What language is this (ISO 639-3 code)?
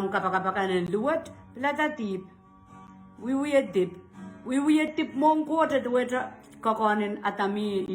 pon